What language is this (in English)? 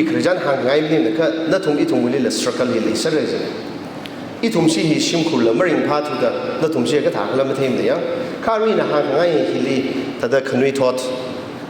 Tangkhul Naga (India)